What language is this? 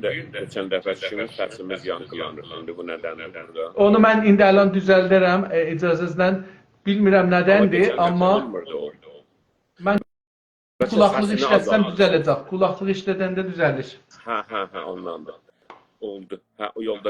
South Azerbaijani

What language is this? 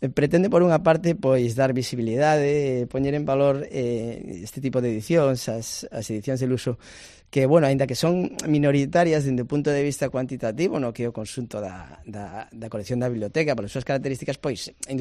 Galician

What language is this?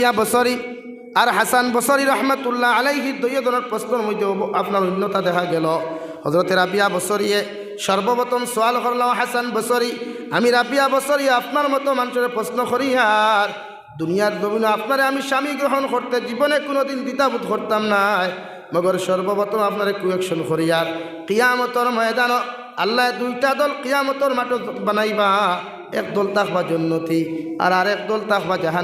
Sylheti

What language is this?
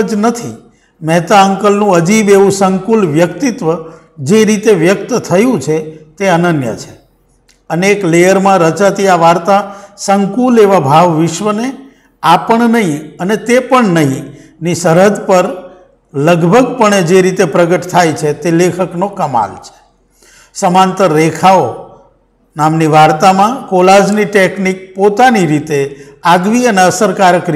Gujarati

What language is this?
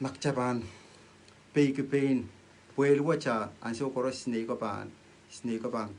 Pohnpeian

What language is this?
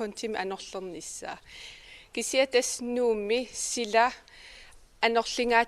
Kalaallisut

